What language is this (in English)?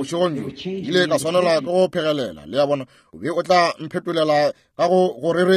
Northern Sotho